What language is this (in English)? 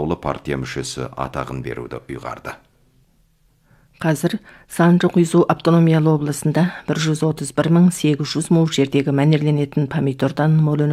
Kazakh